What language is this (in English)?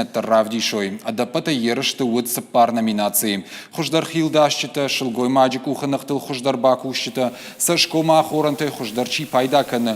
Ossetic